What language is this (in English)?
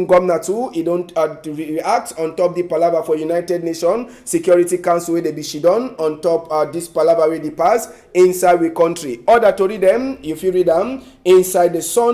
Cameroon Pidgin